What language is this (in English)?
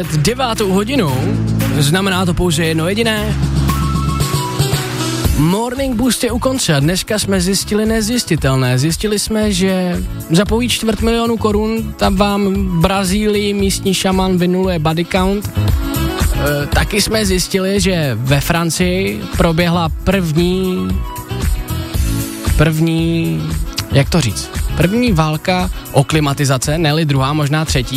Czech